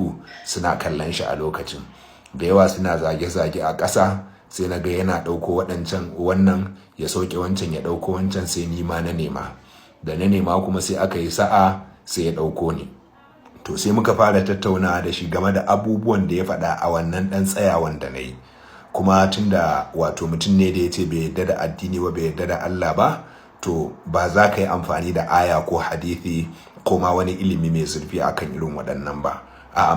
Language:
Hausa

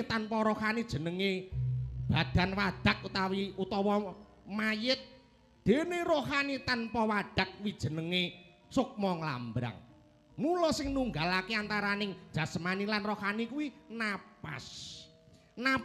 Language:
Javanese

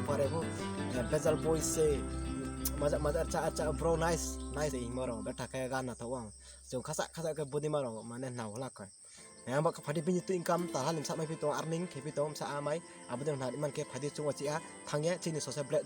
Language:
Riang (India)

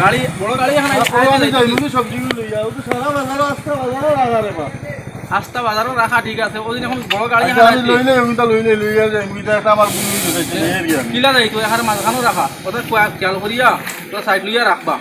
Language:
Sylheti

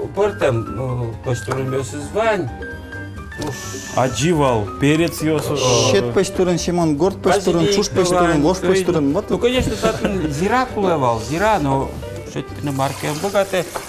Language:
Udmurt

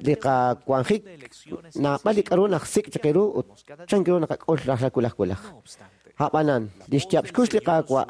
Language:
Kekchí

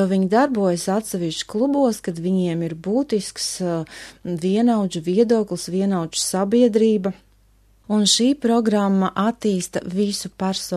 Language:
Latvian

